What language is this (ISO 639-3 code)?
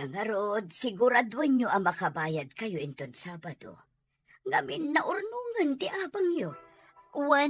ilo